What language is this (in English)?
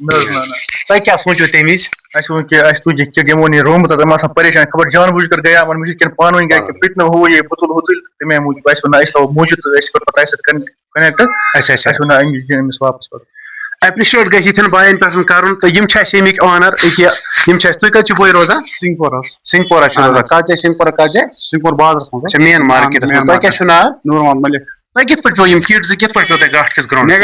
Kashmiri